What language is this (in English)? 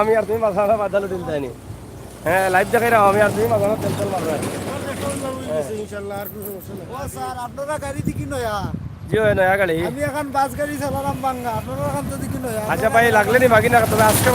Sylheti